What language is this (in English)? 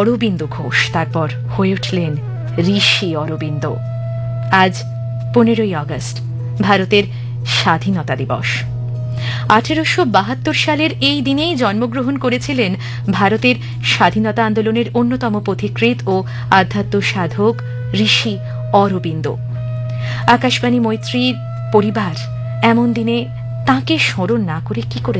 Bangla